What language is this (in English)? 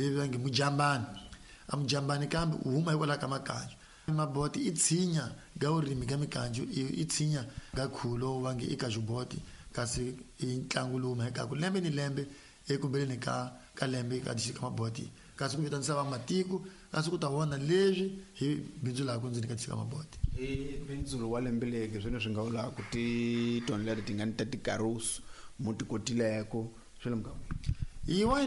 Tsonga